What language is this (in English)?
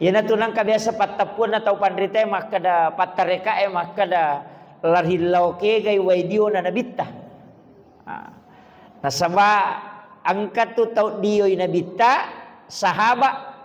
Buginese